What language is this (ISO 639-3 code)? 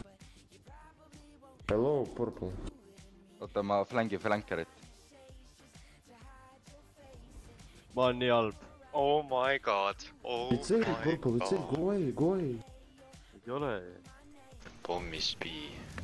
est